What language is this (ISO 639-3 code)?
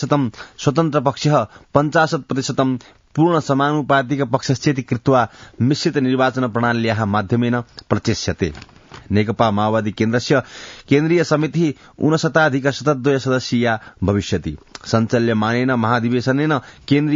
san